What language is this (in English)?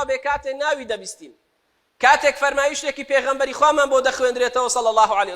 Central Kurdish